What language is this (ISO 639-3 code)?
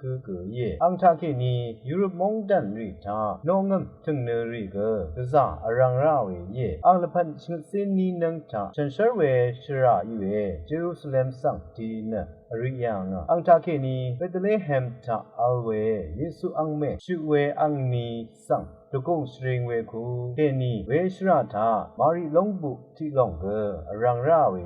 raw